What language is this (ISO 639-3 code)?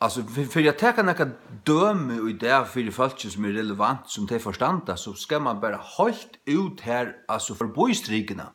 fao